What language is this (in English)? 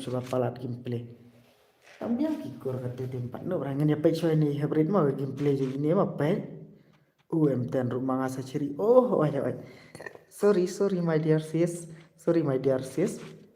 Khasi